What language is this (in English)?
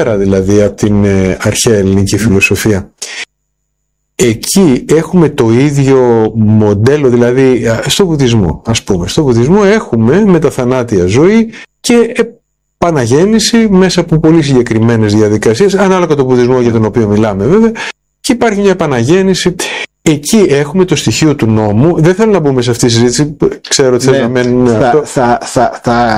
Greek